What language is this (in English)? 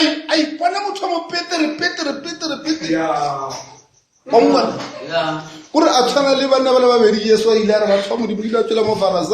Northern Sotho